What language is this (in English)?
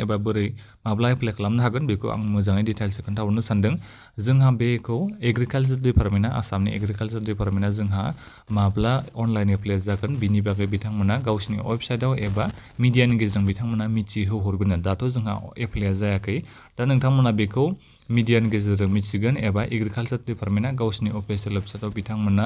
Bodo